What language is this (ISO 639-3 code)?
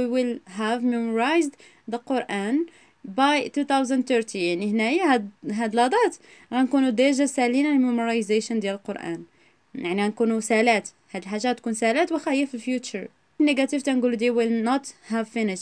ary